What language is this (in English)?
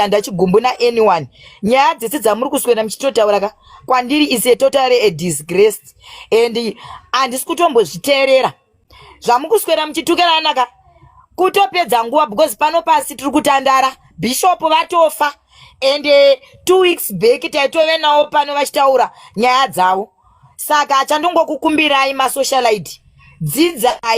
Shona